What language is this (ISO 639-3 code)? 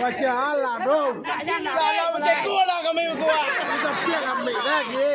min